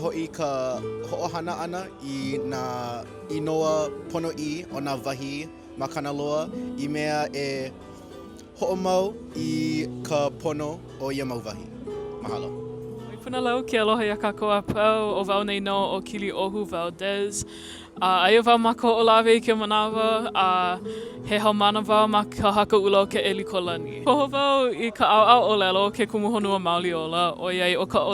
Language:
Hawaiian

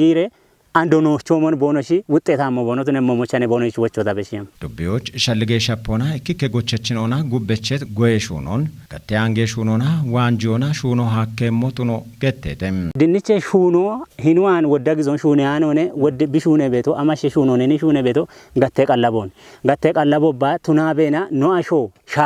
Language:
Kafa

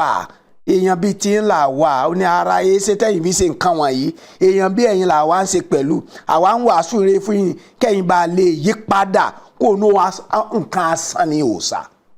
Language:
Yoruba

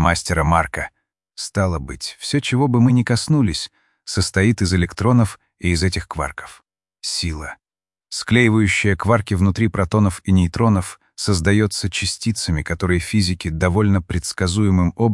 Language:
Russian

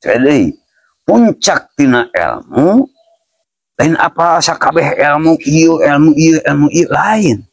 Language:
Sundanese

